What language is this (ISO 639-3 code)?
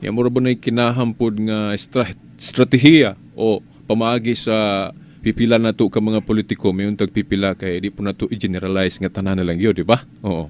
ceb